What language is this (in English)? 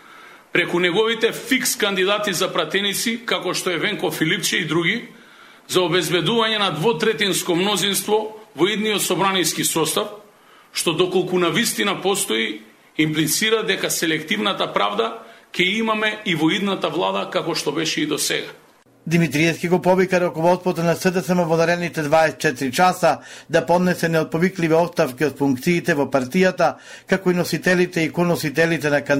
Macedonian